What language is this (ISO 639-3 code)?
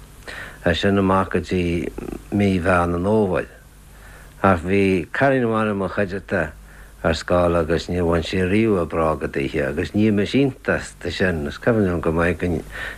gle